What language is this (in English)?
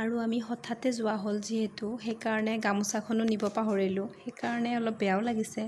Assamese